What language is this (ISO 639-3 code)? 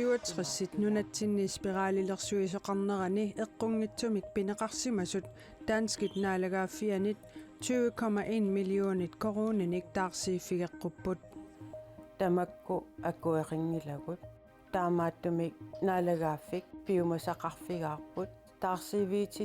kal